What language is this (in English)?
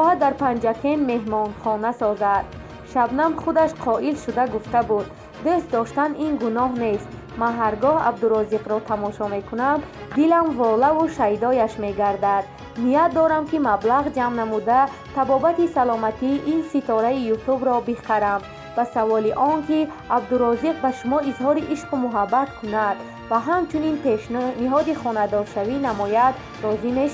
Tajik